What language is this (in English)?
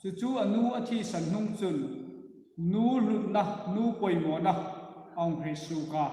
Hmar